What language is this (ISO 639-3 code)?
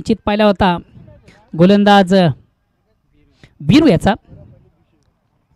mar